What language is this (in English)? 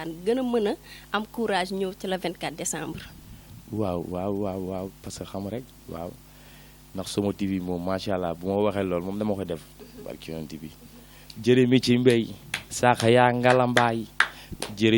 Wolof